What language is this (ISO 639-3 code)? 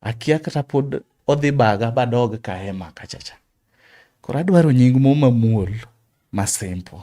luo